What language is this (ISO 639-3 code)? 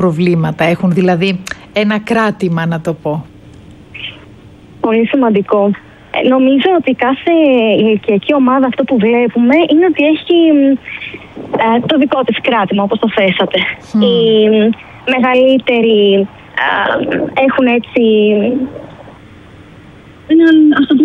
ell